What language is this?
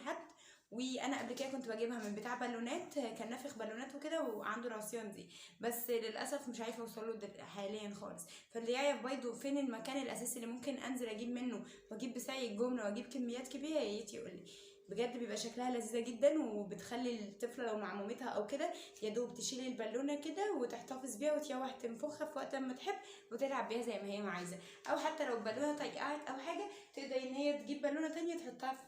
Egyptian Arabic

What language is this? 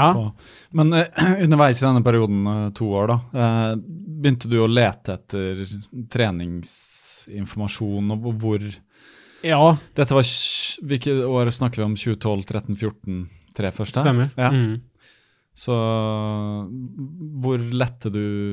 Norwegian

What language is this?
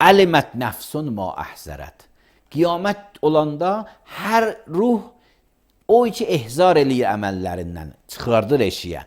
Azerbaijani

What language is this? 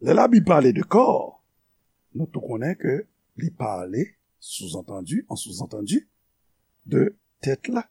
Haitian Creole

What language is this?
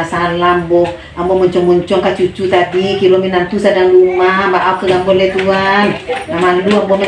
Minangkabau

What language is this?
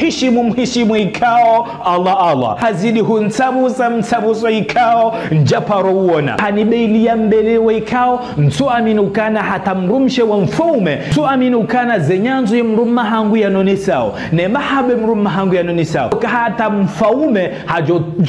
Ngazidja Comorian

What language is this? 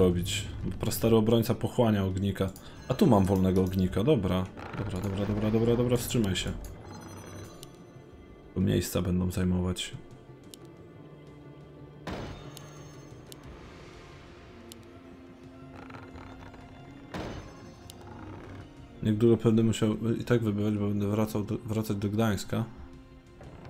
Polish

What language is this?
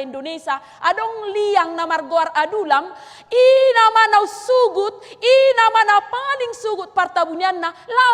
Batak Toba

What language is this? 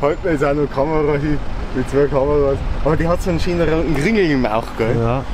Bavarian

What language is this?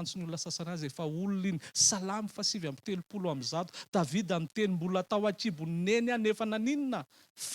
Malagasy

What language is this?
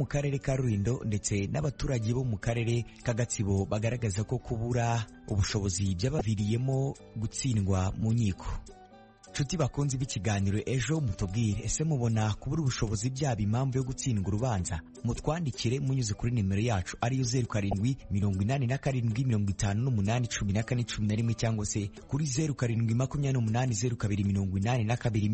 Kinyarwanda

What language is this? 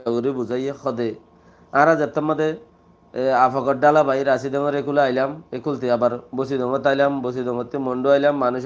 Rohingya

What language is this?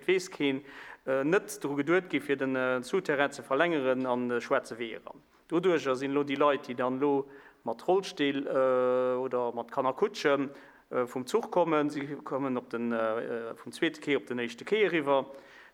Luxembourgish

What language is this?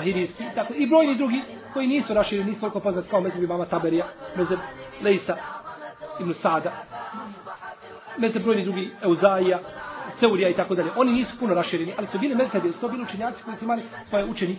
Bosnian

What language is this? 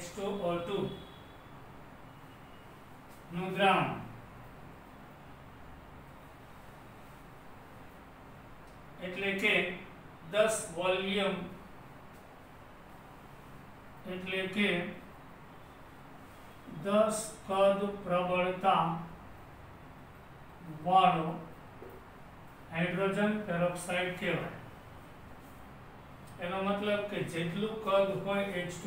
Gujarati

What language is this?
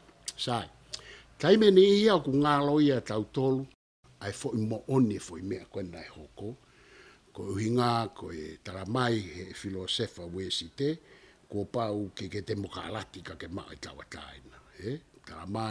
Tongan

